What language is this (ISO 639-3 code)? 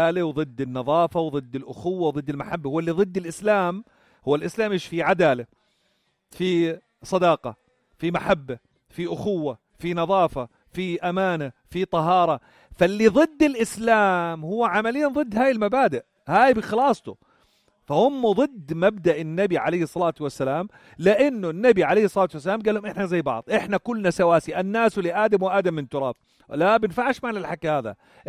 apc